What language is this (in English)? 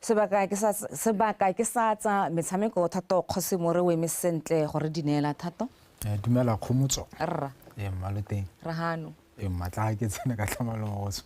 Tswana